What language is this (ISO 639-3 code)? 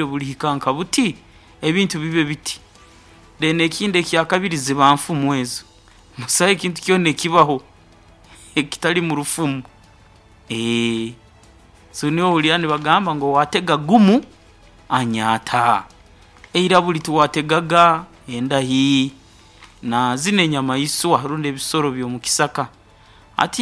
nyo